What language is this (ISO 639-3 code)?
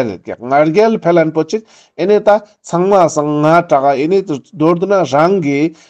lbj